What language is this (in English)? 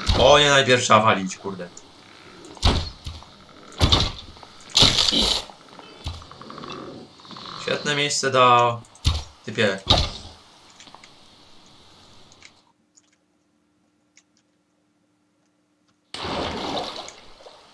Polish